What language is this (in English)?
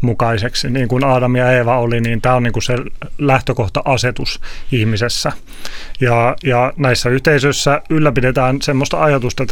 Finnish